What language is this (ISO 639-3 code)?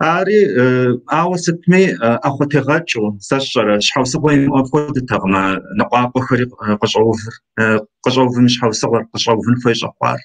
kbd